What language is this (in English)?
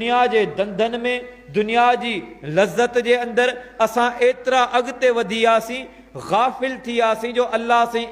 Sindhi